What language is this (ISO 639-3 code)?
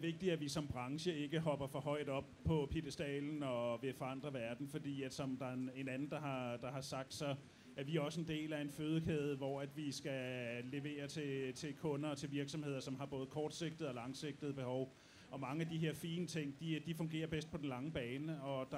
dan